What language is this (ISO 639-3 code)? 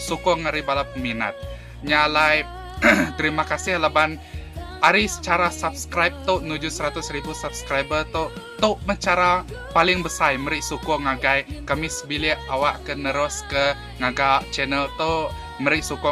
iba